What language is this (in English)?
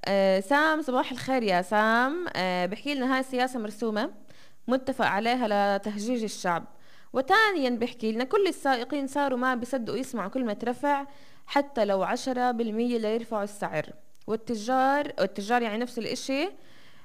North Levantine Arabic